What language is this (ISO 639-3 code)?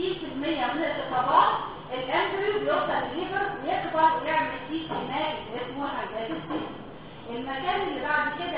arz